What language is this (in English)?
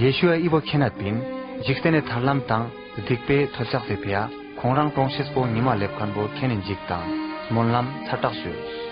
Ladakhi